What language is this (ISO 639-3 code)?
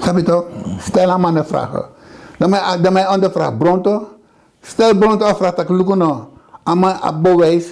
srn